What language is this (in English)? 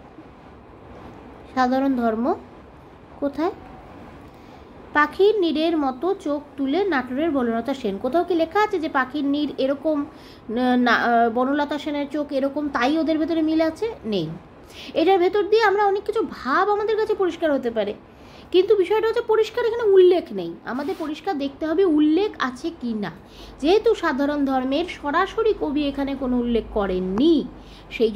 Bangla